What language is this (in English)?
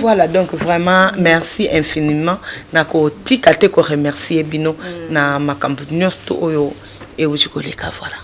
Lingala